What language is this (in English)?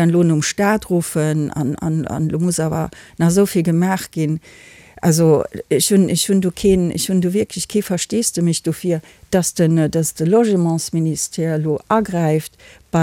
Luxembourgish